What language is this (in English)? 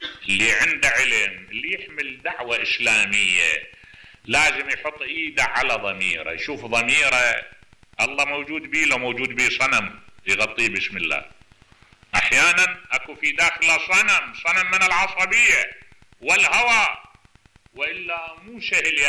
Mesopotamian Arabic